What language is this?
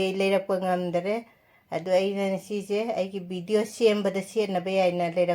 Manipuri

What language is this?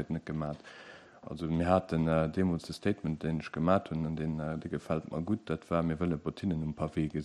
Luxembourgish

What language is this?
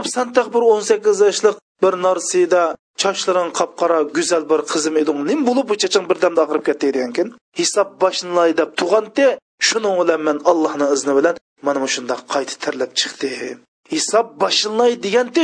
Uyghur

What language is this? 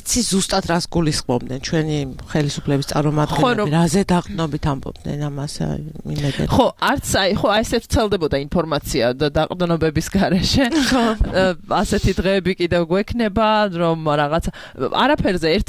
Georgian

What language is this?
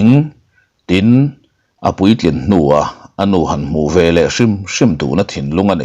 Mizo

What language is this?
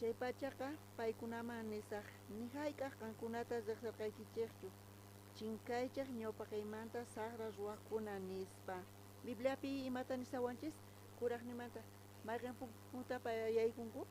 South Bolivian Quechua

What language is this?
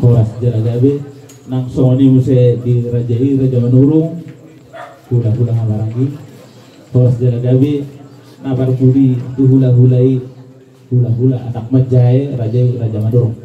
Batak Toba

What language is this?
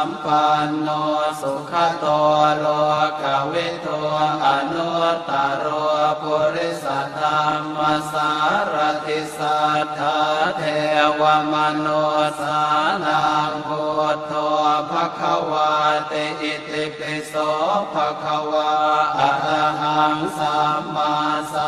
Pali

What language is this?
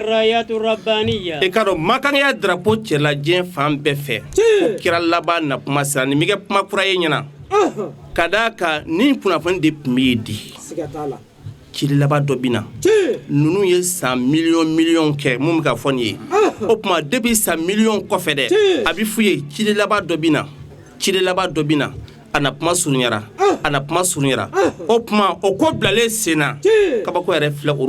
Bambara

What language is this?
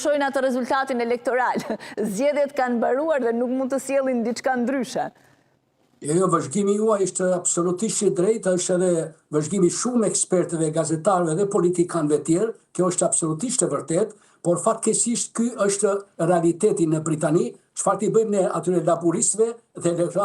Albanian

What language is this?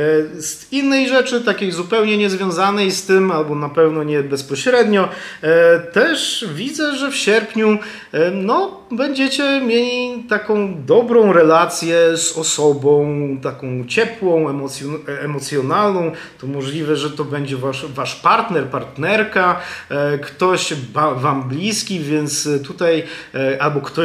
Polish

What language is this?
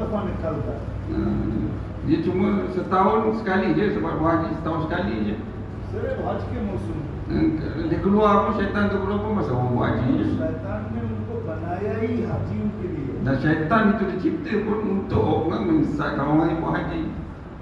Malay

